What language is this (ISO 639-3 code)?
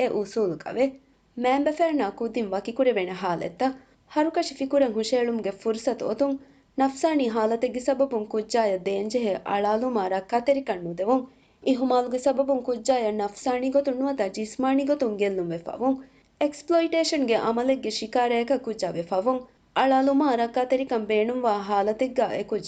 div